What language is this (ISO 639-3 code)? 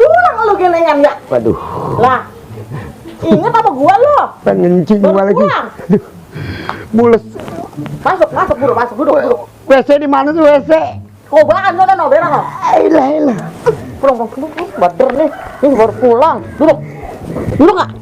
bew